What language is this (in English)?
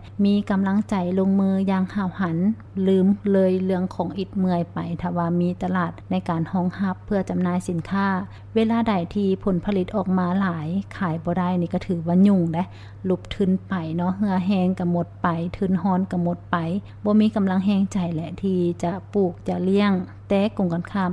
Lao